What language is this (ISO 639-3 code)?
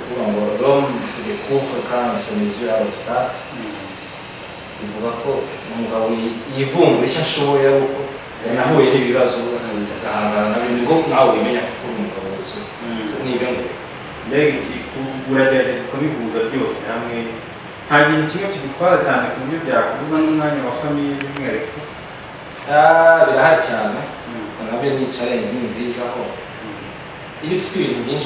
kin